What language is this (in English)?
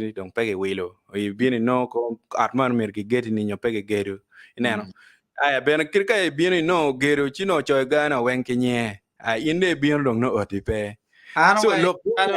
Acoli